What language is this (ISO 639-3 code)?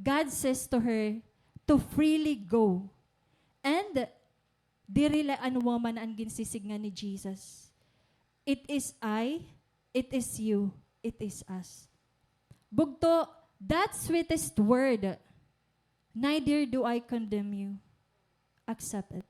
war